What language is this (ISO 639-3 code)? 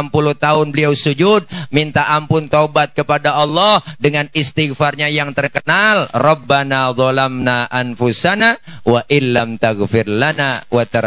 bew